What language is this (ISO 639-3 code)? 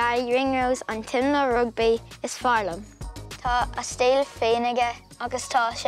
gle